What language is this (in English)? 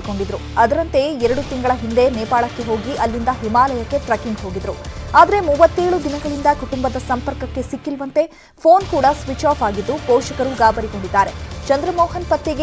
Kannada